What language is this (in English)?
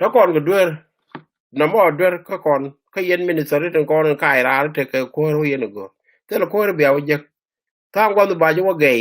Nuer